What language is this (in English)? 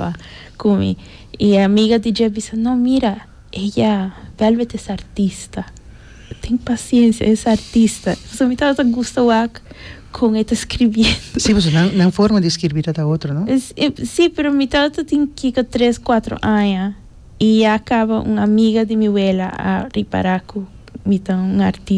Papiamento